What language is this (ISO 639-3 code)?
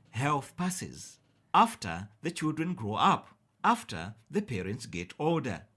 eng